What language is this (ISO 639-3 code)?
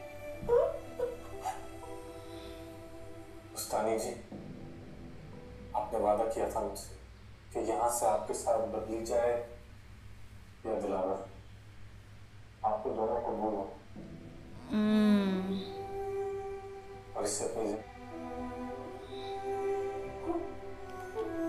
hin